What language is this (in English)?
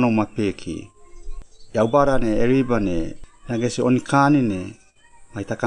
Suau